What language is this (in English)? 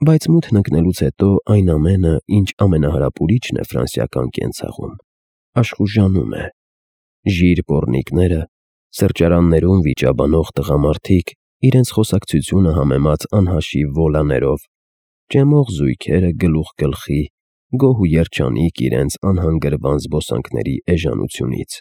Armenian